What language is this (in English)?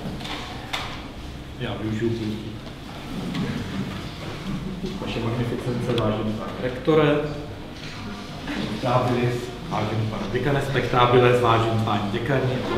Czech